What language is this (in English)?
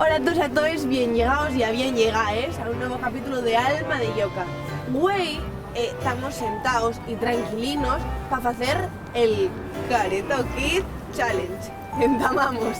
Asturian